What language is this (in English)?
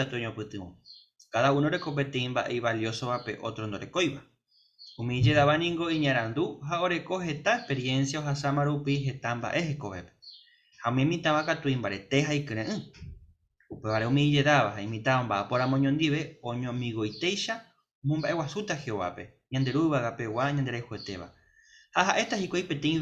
Guarani